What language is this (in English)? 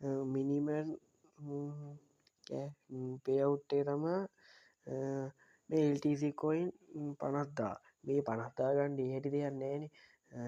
Sinhala